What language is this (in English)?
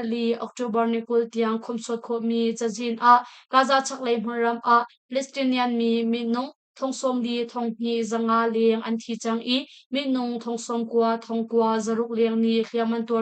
Hakha Chin